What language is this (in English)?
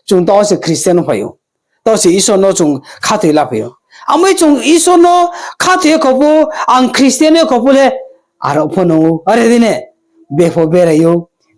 Riang (India)